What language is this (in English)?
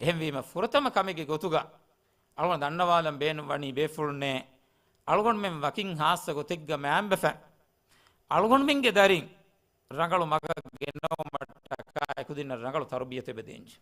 Divehi